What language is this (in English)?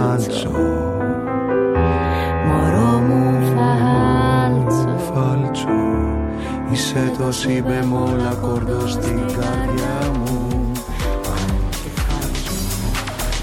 Greek